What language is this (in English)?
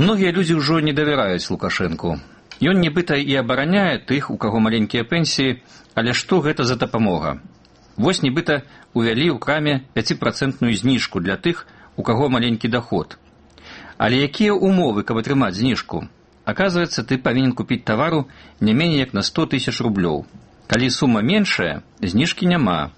Belarusian